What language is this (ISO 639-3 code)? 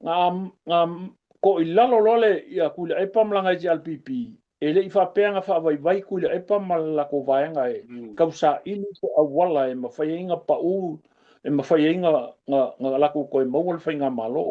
smo